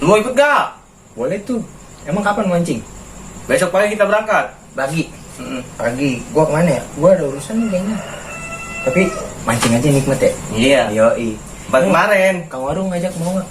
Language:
Betawi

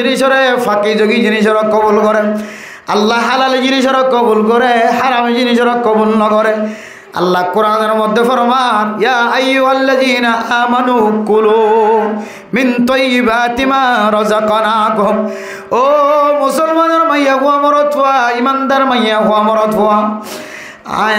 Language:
Rohingya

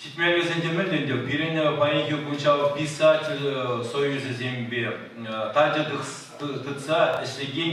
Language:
Chuvash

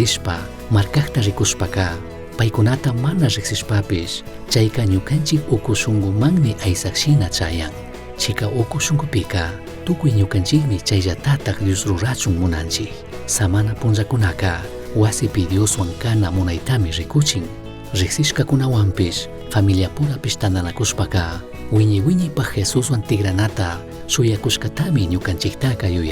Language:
Chimborazo Highland Quichua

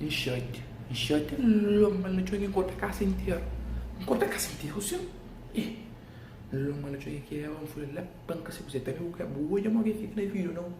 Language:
Kabuverdianu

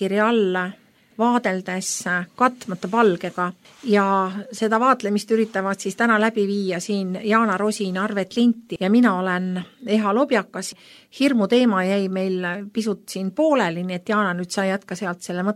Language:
Estonian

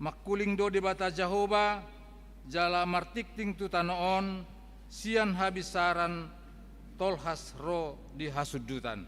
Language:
Batak Toba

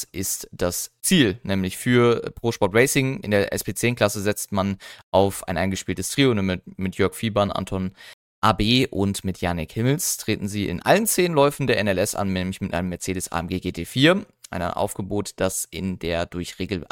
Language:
German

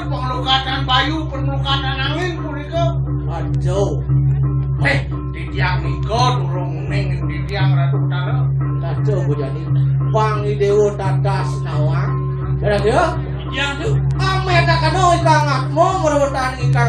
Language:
Balinese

